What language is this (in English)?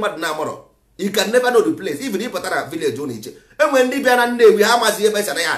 Igbo